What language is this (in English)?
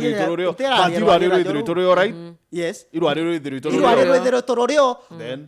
Meru